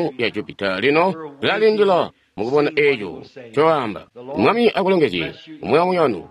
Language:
Tonga (Zambia)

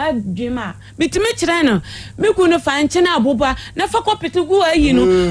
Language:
Akan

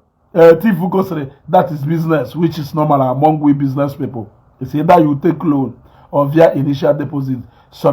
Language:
Igbo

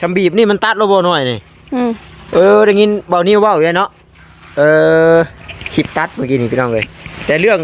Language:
Northeastern Thai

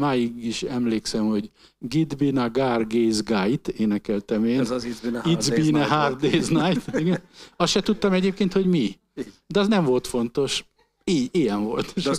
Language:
Hungarian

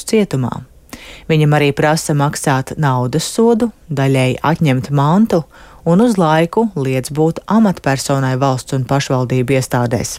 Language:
Latvian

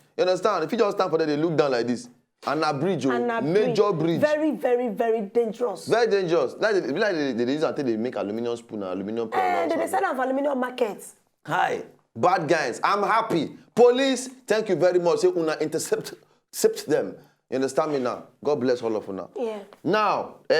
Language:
Nigerian Pidgin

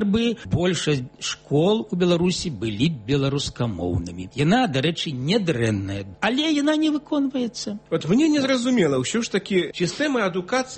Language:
Belarusian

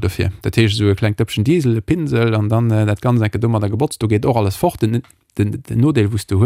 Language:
Luxembourgish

